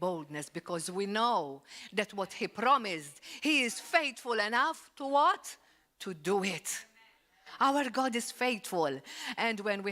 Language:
English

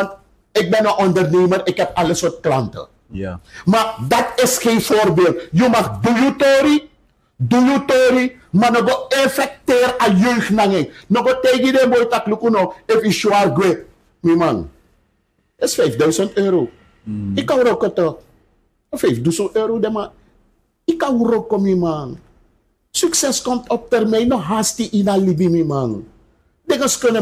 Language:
Sranan Tongo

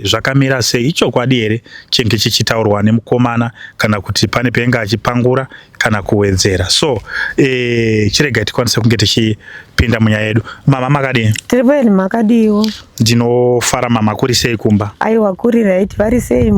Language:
Shona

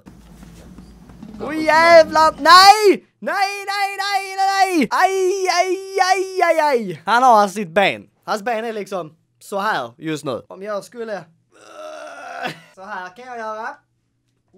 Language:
Swedish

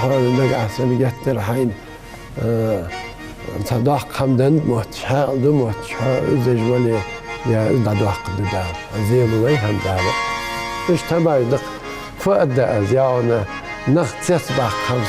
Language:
Ingush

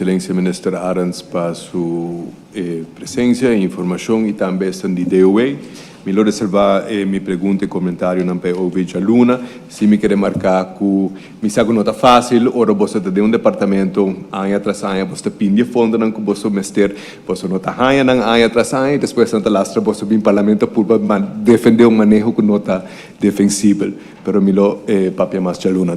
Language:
Papiamento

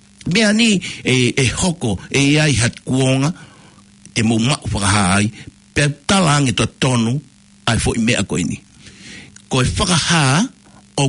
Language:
Tongan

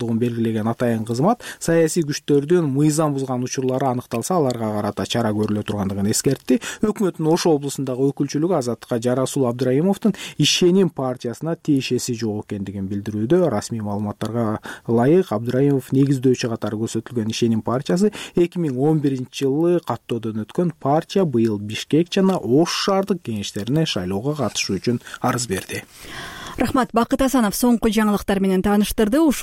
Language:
Kyrgyz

